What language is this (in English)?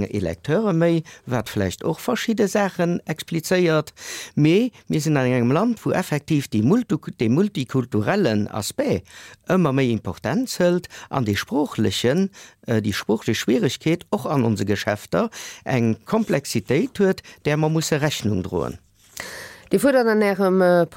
Luxembourgish